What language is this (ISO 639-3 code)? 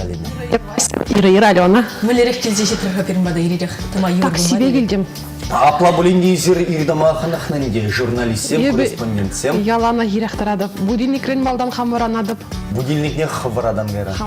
chv